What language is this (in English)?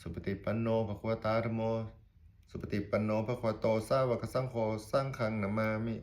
Pali